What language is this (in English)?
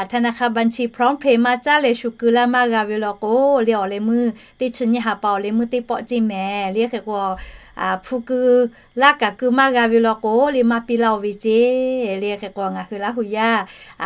Lahu